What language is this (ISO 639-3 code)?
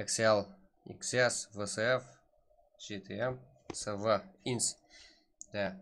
kaa